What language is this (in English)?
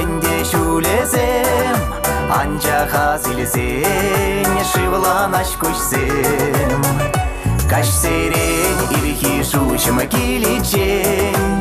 Chuvash